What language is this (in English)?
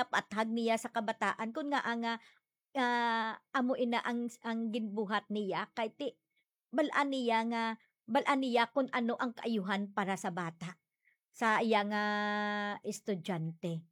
Hiligaynon